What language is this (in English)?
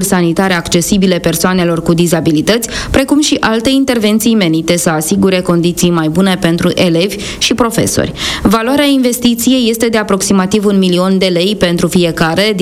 Romanian